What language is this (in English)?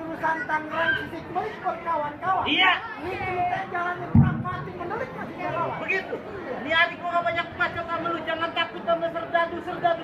Betawi